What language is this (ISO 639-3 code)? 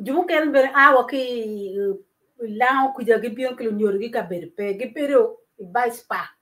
ach